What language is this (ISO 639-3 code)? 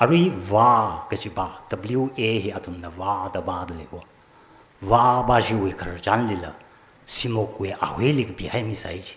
nmf